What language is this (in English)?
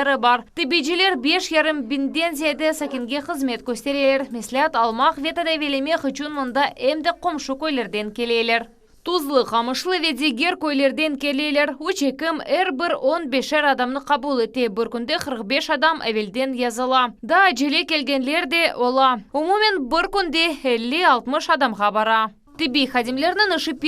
Crimean Tatar